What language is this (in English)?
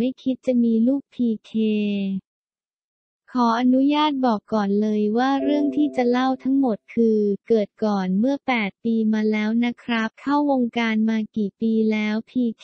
Thai